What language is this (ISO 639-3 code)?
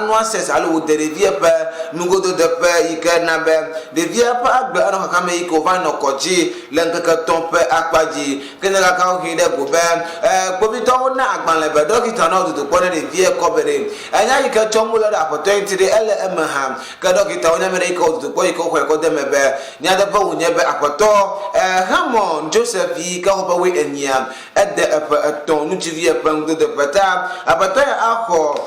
ewe